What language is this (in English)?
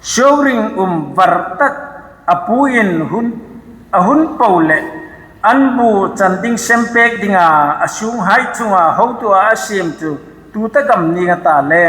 Hmar